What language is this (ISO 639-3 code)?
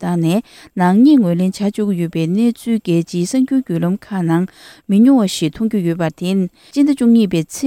bod